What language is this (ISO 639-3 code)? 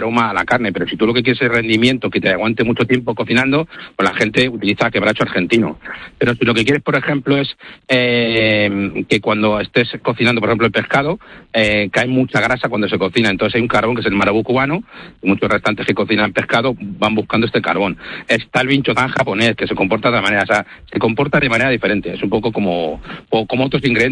spa